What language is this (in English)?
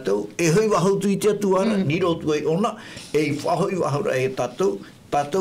Tahitian